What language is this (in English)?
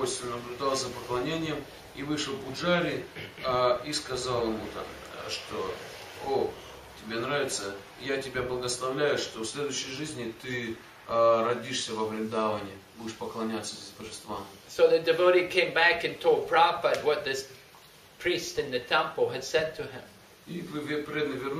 Russian